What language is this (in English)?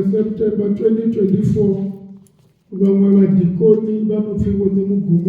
Venda